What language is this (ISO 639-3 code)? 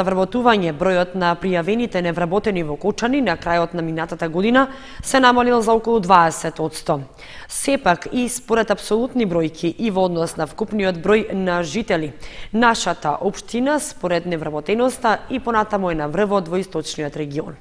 mkd